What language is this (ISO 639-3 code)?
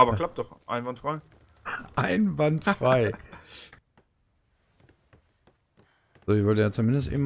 deu